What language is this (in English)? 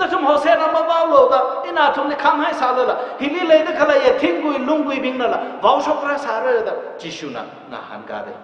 Tangkhul Naga (India)